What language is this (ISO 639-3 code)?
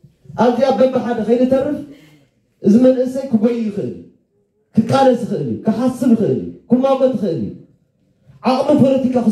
tir